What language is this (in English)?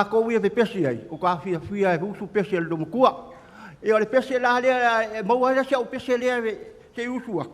Samoan